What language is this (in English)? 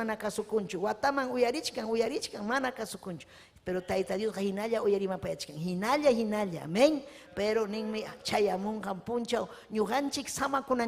Ayacucho Quechua